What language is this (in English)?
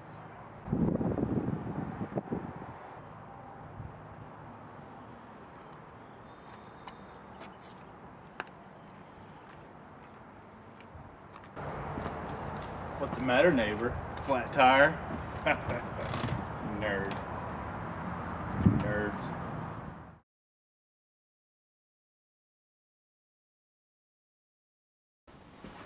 English